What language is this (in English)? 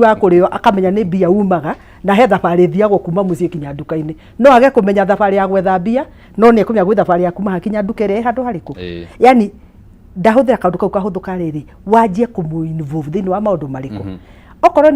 Kikuyu